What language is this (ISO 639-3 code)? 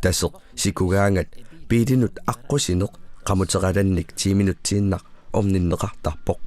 kal